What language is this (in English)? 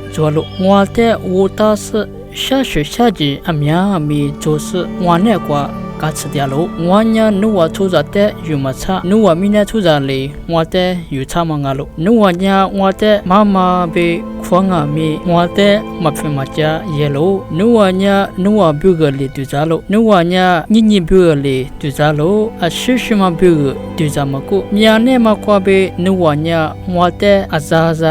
Lisu